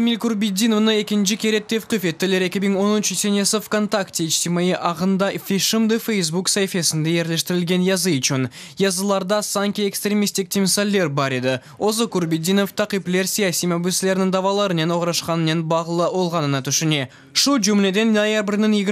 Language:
Crimean Tatar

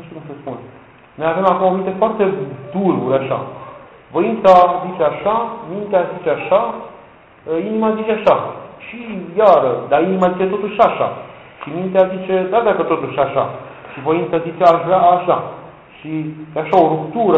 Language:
Romanian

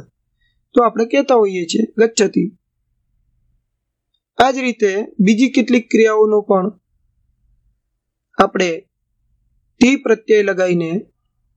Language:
Gujarati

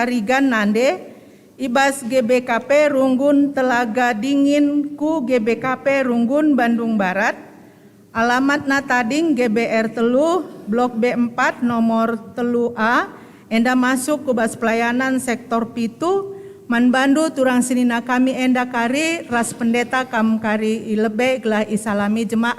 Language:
Batak Karo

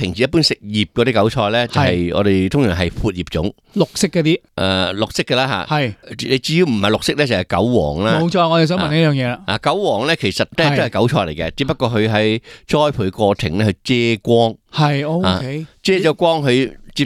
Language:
Cantonese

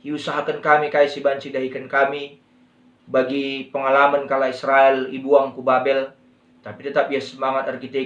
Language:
Batak Karo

